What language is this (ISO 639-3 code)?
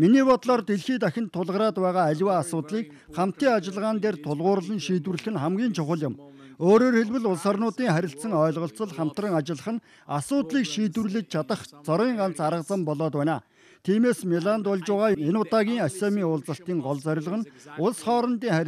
mon